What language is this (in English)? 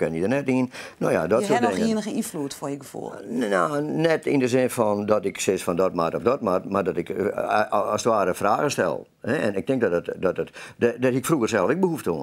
Western Frisian